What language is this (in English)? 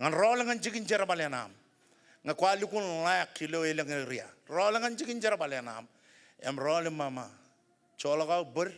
Marshallese